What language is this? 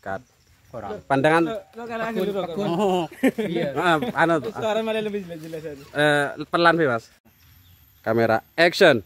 Madurese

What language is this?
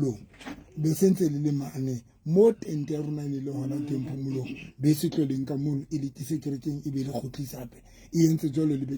Southern Sotho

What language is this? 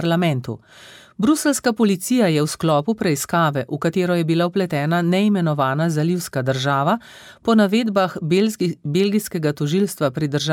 Slovenian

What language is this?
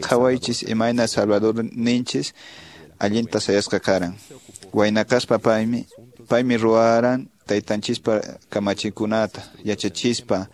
Quechua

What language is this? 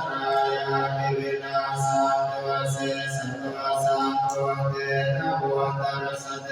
Pali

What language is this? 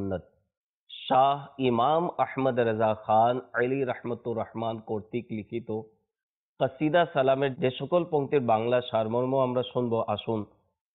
Bangla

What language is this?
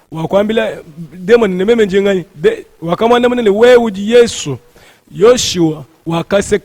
Luba-Lulua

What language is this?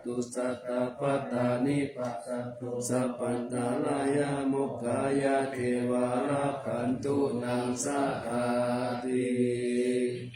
Pali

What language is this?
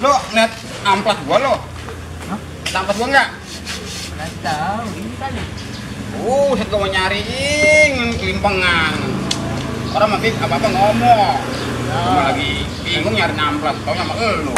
Betawi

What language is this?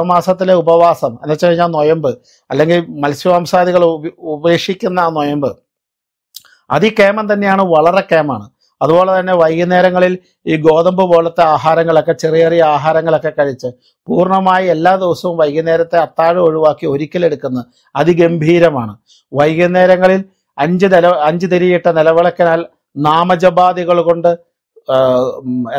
Malayalam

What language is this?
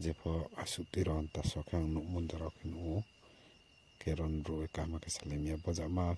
Riang (India)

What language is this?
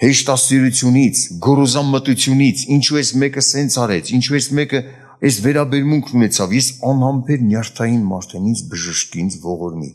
Armenian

